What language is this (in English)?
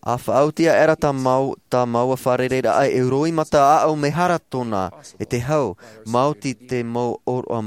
Tahitian